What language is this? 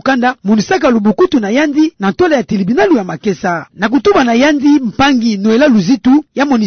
Kituba (Democratic Republic of Congo)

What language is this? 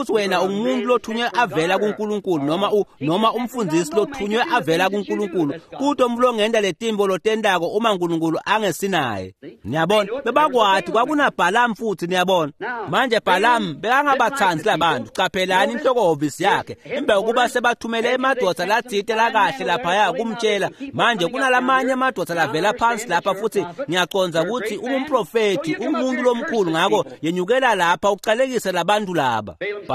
Swati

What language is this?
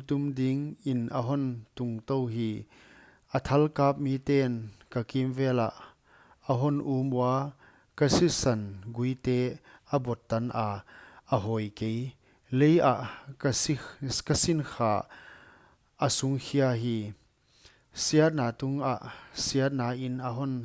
Paite Chin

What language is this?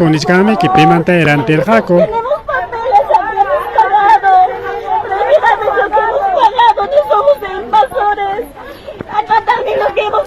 Ayacucho Quechua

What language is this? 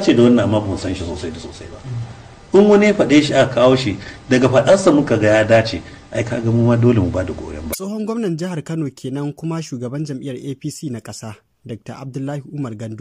Hausa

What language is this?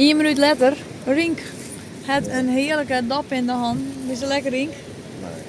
Western Frisian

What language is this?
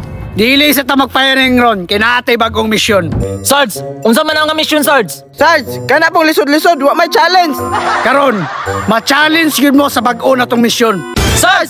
Cebuano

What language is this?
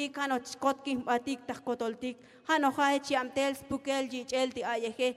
Tzotzil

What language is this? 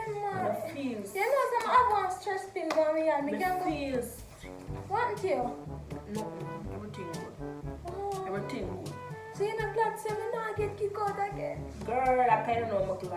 Jamaican Creole English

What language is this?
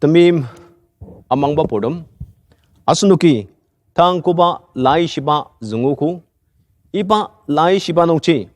Ao Naga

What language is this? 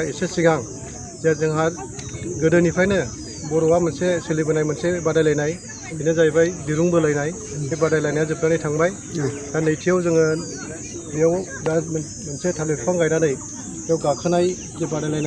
Bodo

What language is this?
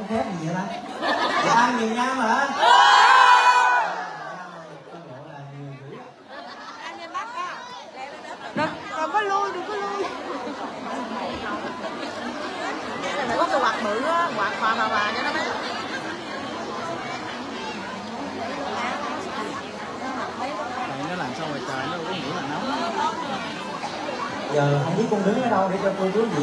Vietnamese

